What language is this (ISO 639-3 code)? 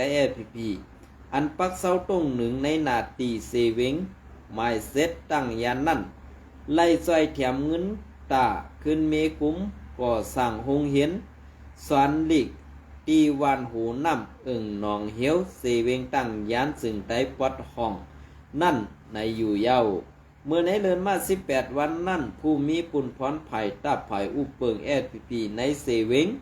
shn